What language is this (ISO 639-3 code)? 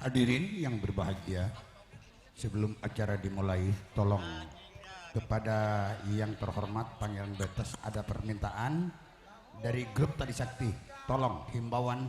mad